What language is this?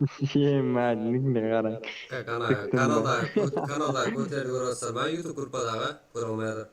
Kara-Kalpak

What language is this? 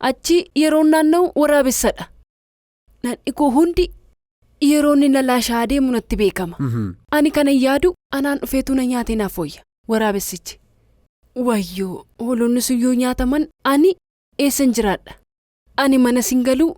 Oromo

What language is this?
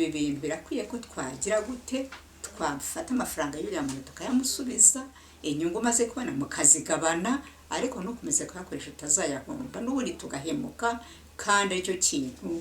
Kinyarwanda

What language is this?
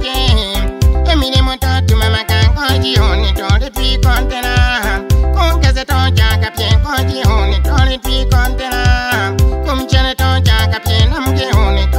Swahili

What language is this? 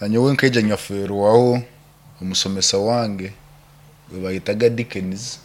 Nyankole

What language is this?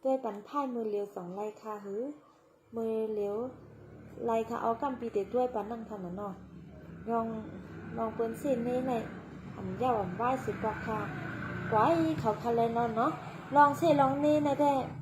Shan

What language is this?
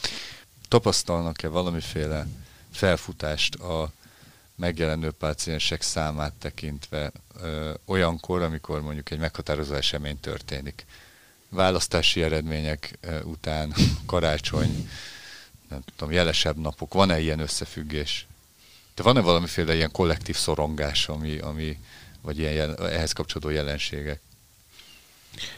Hungarian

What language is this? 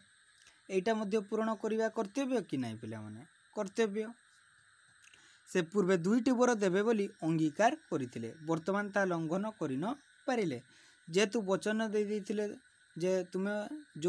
Odia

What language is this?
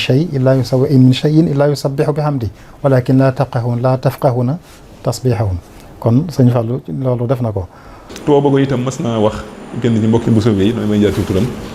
Wolof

